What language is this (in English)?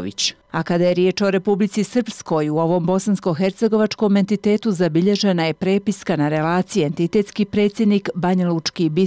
Bosnian